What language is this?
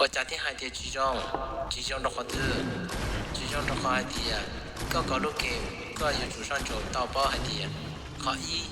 Hmong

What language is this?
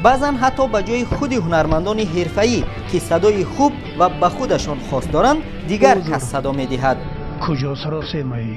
Tajik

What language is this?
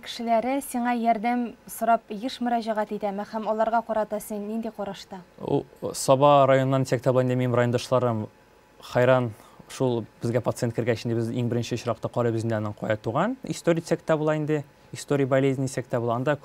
Tatar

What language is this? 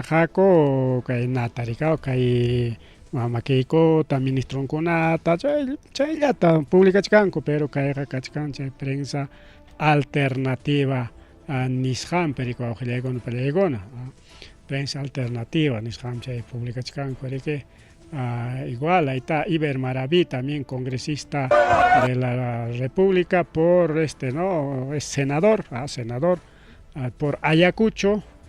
Ayacucho Quechua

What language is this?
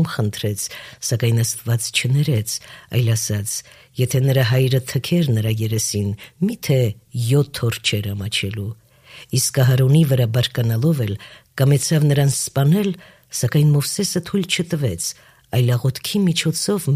Armenian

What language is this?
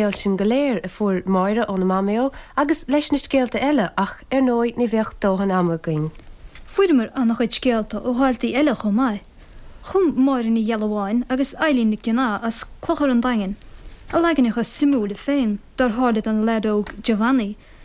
Irish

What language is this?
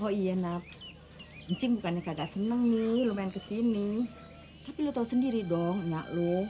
Betawi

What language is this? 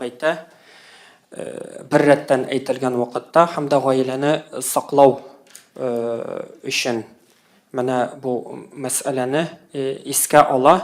Tatar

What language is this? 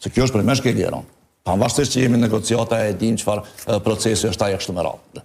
Albanian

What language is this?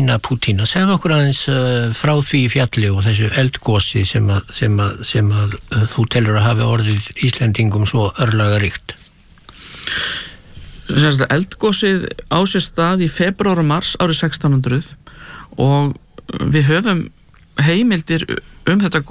Icelandic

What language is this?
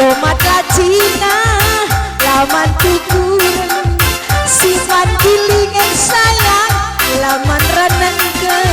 Batak Karo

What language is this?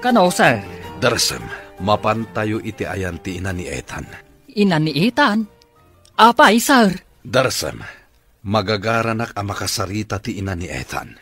Iloko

